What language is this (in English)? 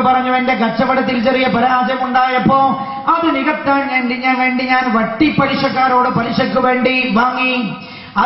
Malayalam